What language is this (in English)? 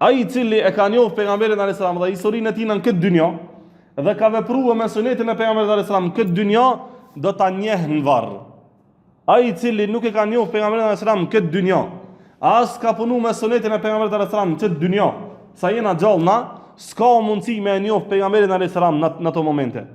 Albanian